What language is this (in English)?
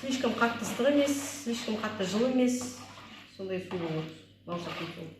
Kazakh